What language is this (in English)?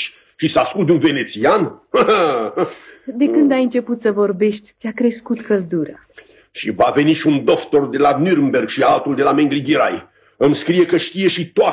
Romanian